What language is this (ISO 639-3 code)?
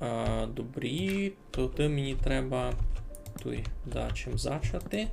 rue